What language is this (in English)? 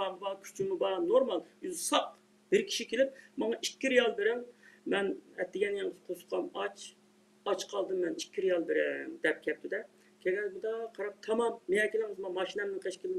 Uyghur